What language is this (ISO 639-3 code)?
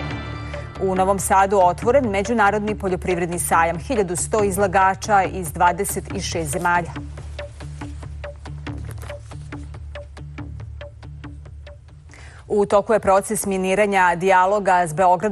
srp